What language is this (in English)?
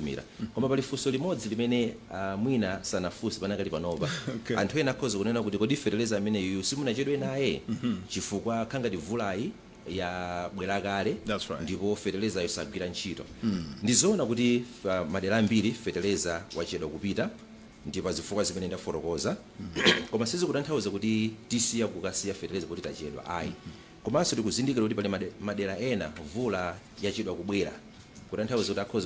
Nyanja